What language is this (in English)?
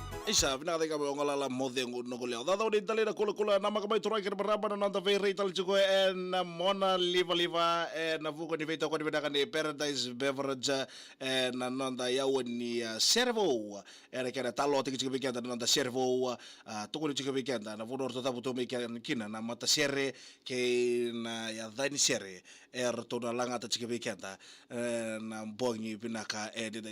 Fijian